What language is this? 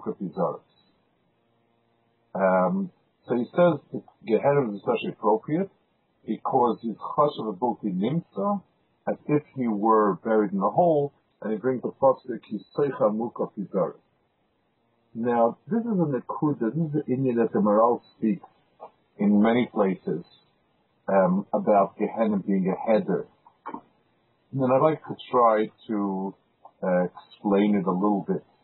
English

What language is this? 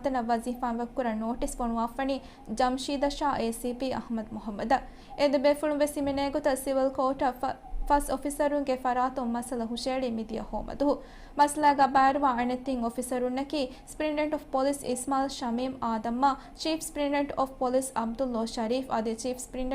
Divehi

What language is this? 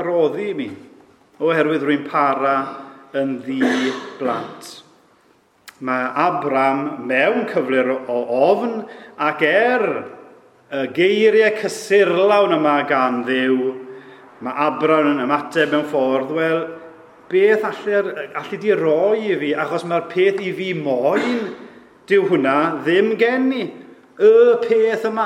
Welsh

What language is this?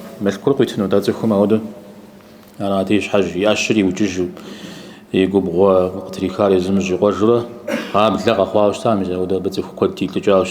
Kabardian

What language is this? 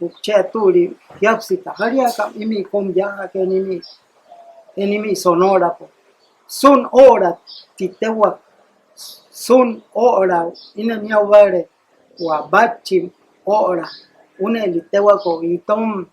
Mayo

